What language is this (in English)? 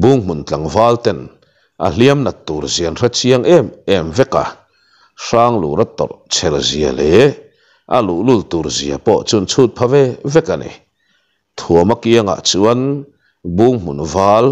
Mizo